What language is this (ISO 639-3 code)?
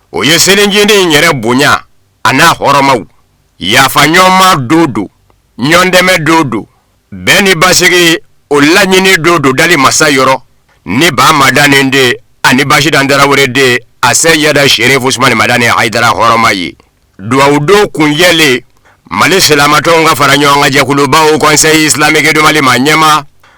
bam